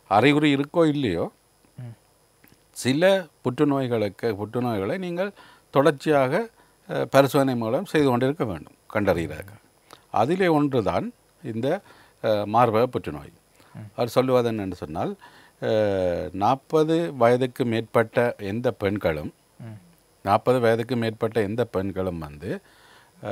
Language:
Tamil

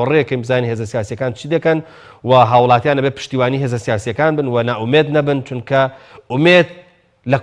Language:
Central Kurdish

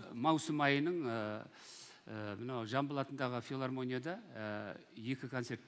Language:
Kazakh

